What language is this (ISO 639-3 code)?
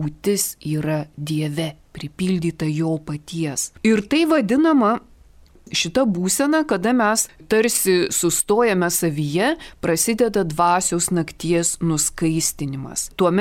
lit